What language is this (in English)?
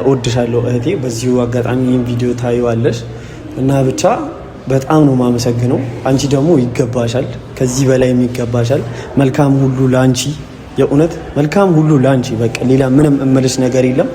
Amharic